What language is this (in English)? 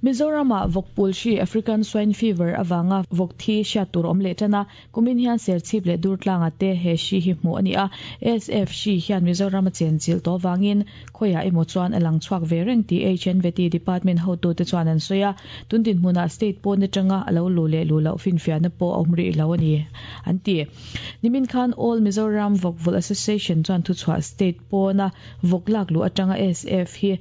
Mizo